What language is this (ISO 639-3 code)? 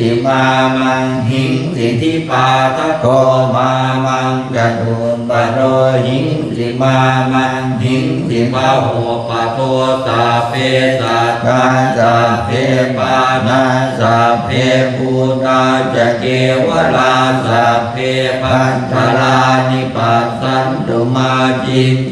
pli